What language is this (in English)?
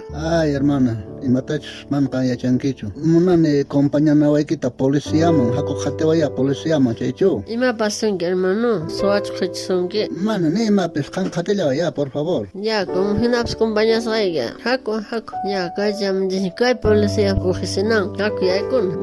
South Bolivian Quechua